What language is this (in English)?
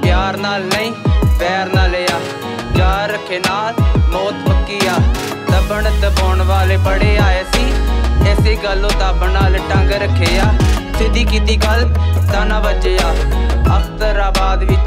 Punjabi